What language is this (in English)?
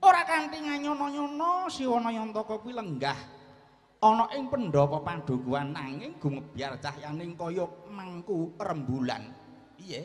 Javanese